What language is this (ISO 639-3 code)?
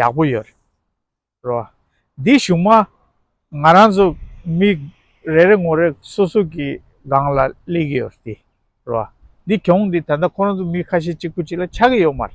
bod